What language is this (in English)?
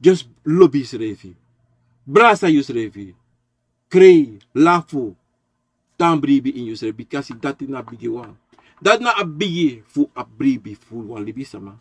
Sranan Tongo